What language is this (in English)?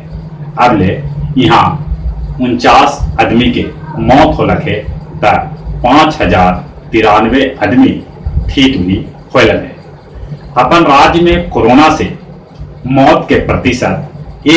Magahi